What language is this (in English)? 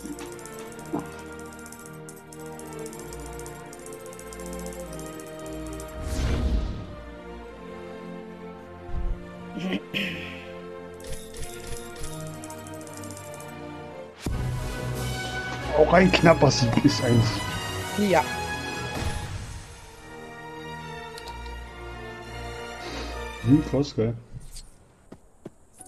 German